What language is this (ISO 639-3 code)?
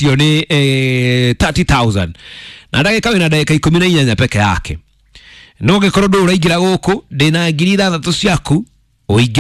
kik